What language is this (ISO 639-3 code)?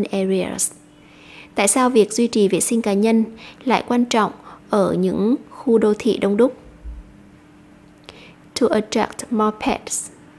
vie